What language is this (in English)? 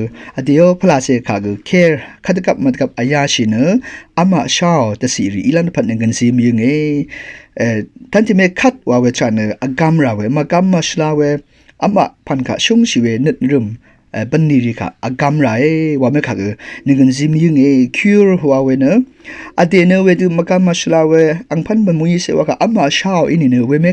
Rawang